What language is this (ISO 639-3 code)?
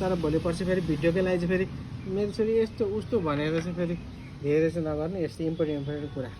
nep